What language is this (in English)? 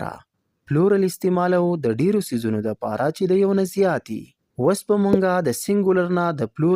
Pashto